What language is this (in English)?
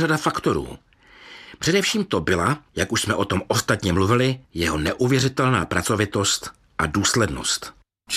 Czech